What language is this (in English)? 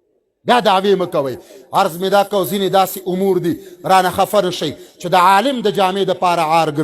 Pashto